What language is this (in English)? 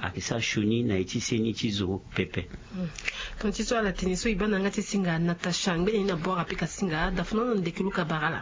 Sango